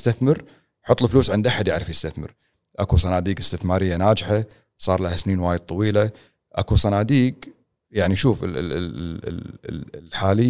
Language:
Gulf Arabic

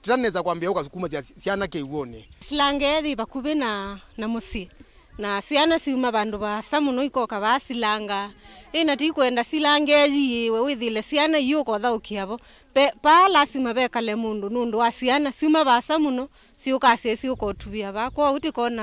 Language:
Kamba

